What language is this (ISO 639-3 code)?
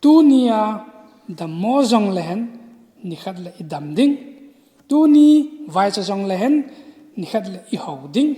tcz